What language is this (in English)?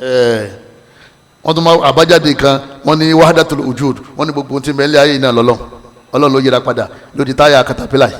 Yoruba